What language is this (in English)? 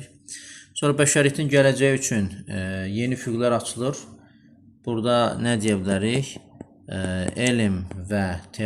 Azerbaijani